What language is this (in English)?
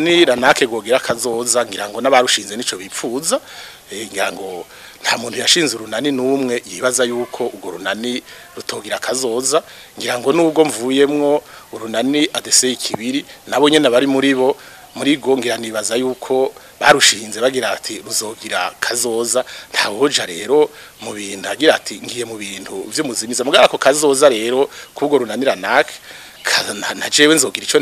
Rundi